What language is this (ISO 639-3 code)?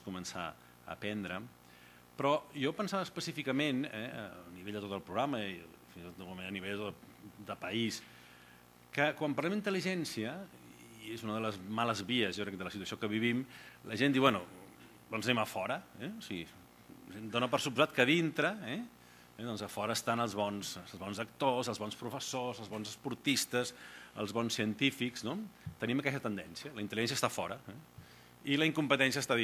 cat